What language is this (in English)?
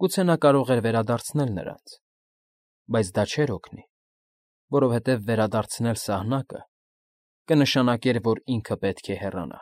Armenian